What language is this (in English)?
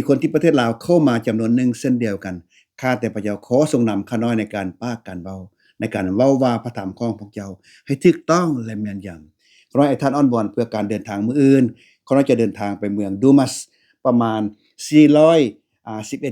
Lao